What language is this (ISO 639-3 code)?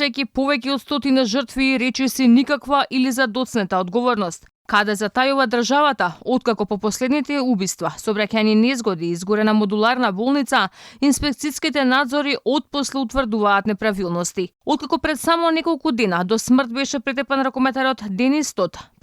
mkd